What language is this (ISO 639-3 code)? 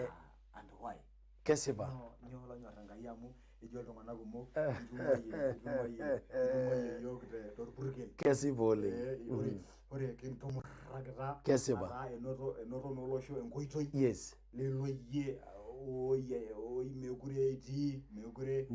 mas